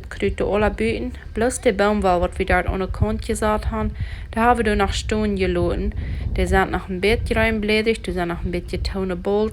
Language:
Plautdietsch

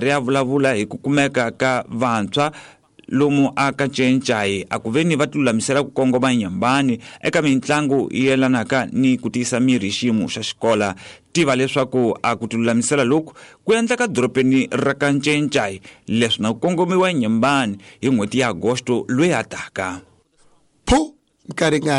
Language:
Tsonga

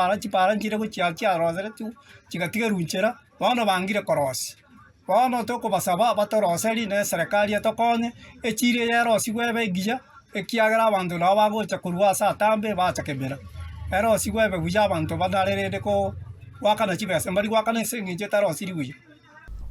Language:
Gusii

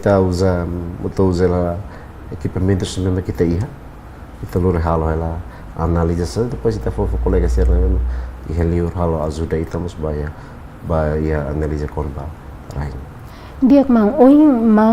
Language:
Tetum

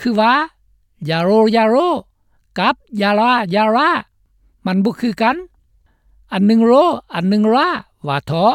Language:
Lao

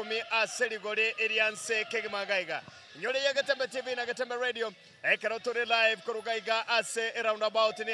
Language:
Gusii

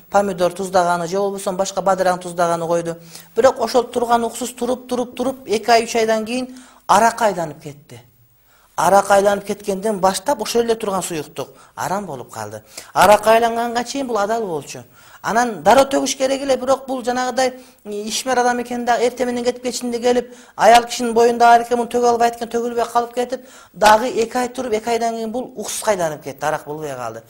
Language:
Kyrgyz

